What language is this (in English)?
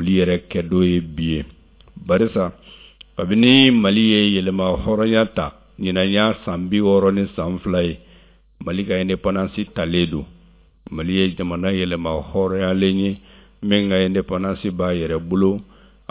Bambara